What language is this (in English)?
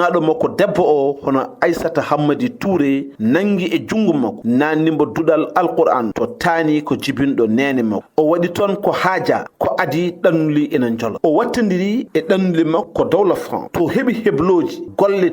Fula